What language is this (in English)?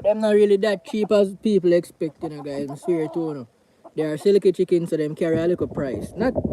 Jamaican Creole English